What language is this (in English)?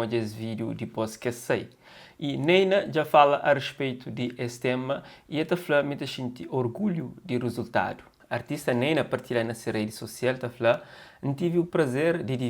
Kabuverdianu